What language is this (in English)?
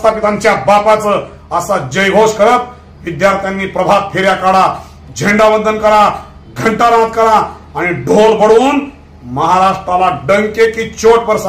Marathi